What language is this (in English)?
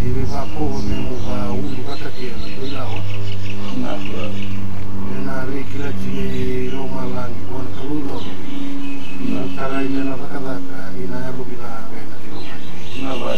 Fijian